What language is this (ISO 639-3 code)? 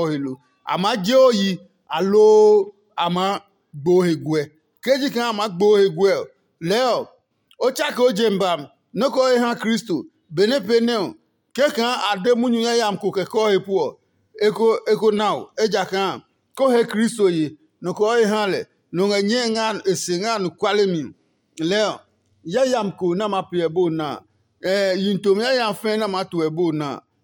ada